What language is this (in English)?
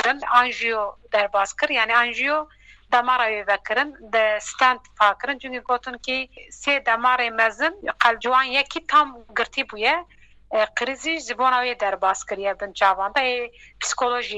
Kurdish